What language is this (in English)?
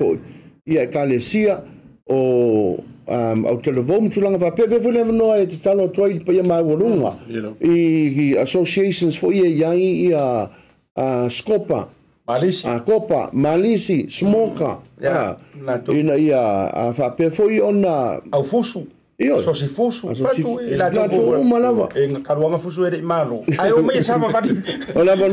Samoan